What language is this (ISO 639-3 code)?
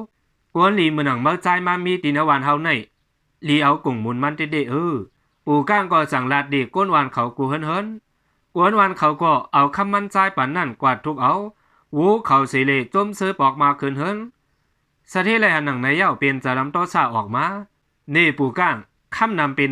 shn